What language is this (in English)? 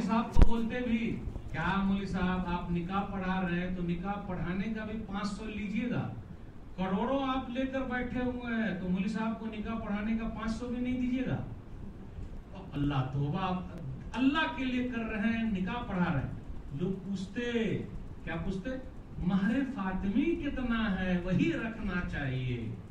Urdu